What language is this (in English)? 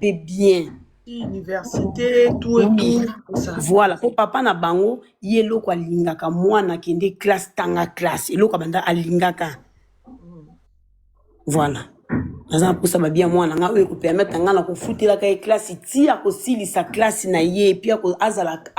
Lingala